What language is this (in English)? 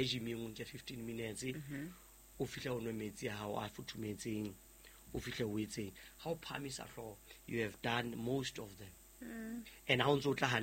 Southern Sotho